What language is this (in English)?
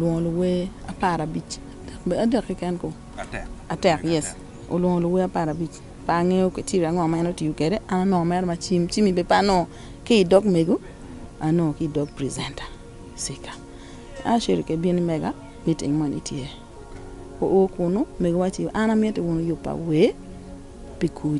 Acoli